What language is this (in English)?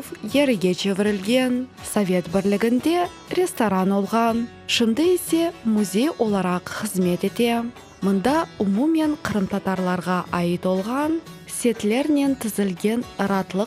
Crimean Tatar